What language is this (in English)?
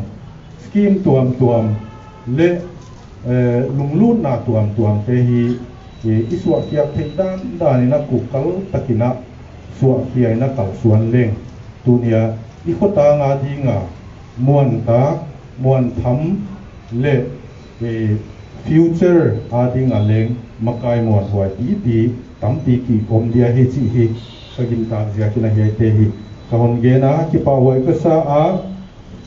Paite Chin